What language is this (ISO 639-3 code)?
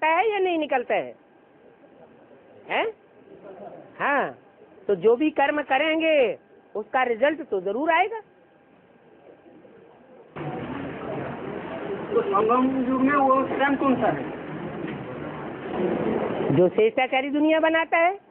hin